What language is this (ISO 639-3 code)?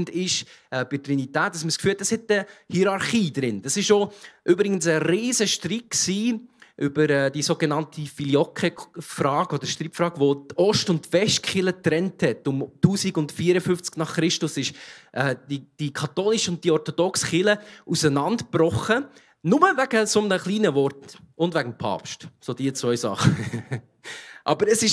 gsw